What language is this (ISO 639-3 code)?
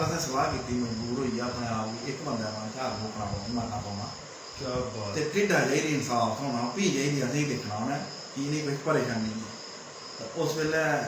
doi